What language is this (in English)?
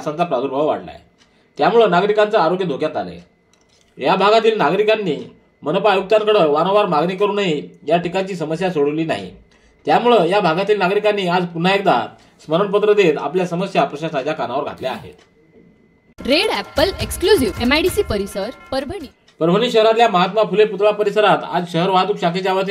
Marathi